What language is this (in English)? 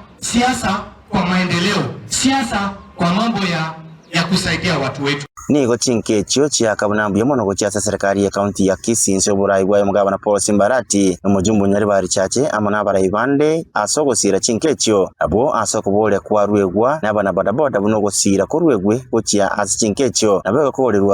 Gusii